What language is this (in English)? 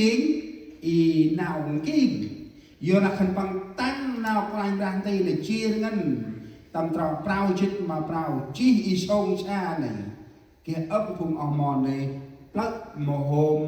Central Mnong